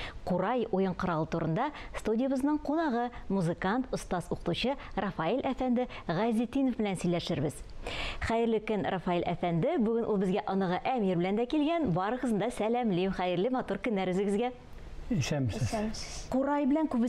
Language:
Tatar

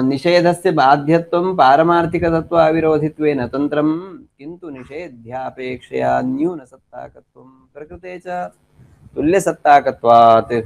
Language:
Sanskrit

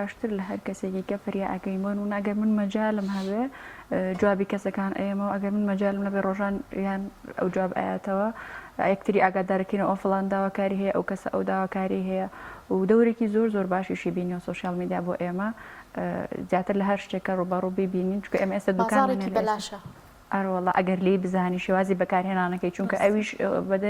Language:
Central Kurdish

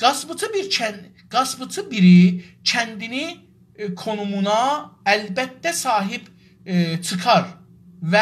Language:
South Azerbaijani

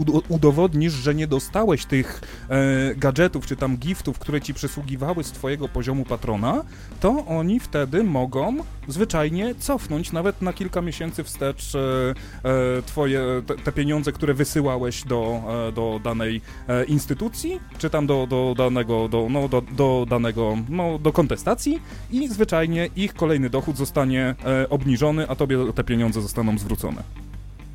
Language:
Polish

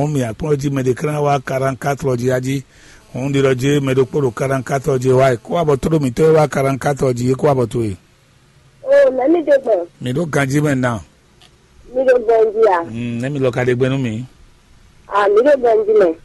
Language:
Fon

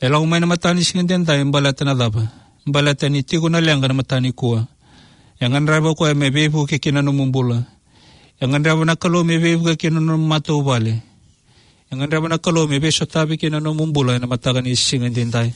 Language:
Fijian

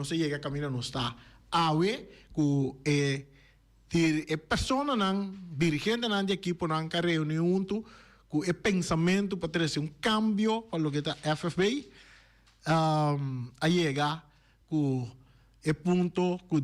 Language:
Papiamento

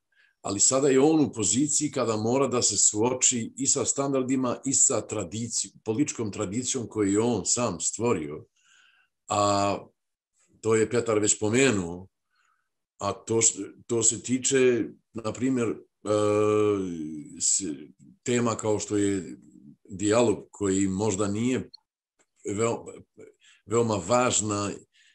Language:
Serbian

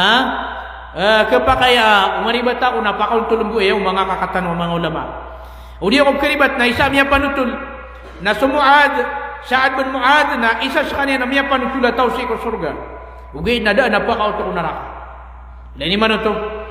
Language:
Maranao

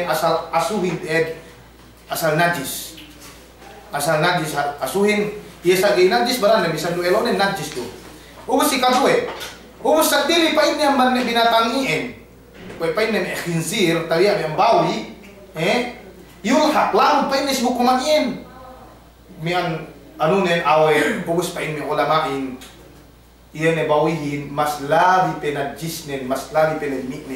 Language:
Yakan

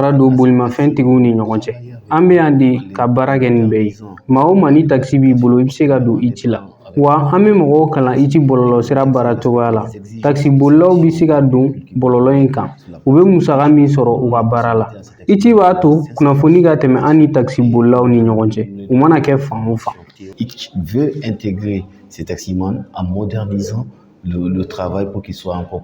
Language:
Bambara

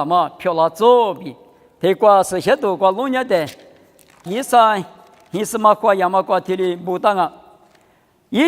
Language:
Lisu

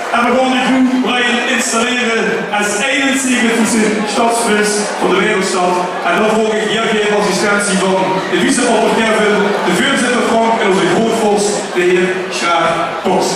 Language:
Limburgish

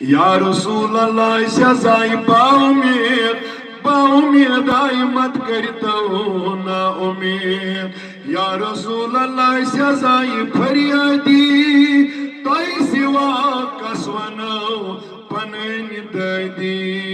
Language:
Kashmiri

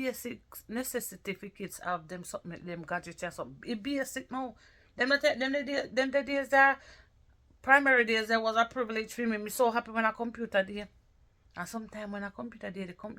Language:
Jamaican Creole English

